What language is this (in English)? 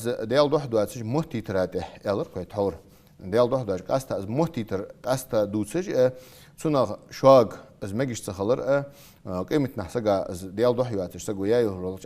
Ingush